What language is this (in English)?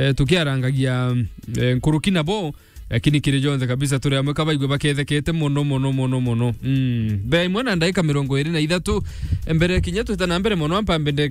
Meru